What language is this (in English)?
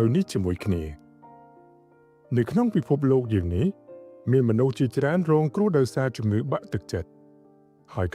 Khmer